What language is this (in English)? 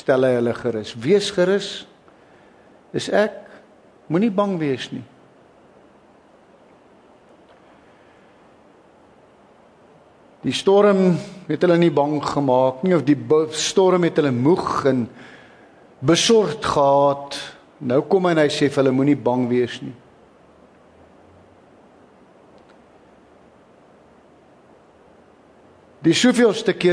Afrikaans